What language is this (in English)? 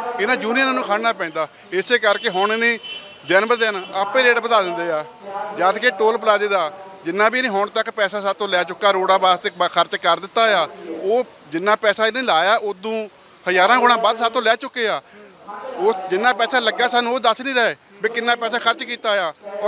Punjabi